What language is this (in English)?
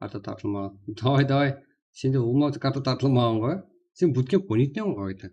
Kara-Kalpak